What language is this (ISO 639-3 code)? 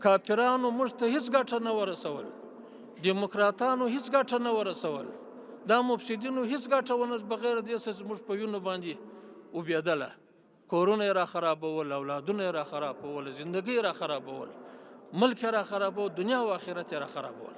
pus